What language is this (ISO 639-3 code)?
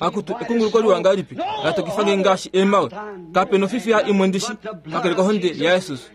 kua